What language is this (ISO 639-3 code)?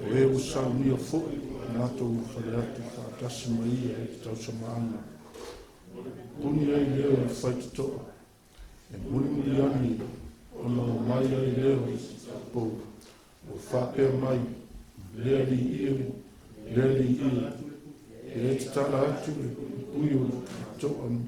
smo